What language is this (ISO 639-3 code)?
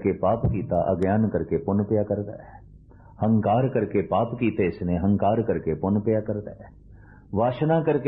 pan